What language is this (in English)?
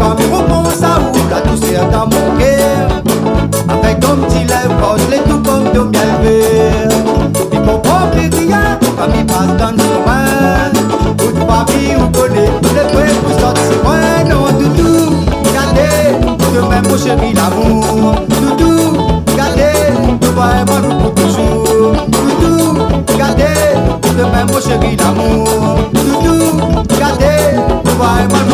Réunion Creole French